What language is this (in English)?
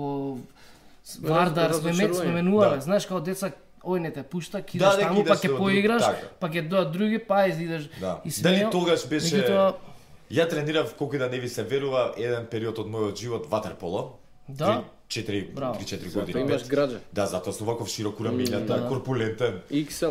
Macedonian